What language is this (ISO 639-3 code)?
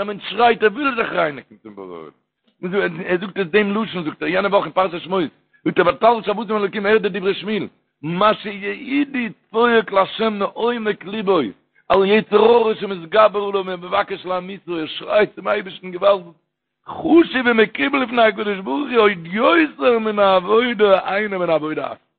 yid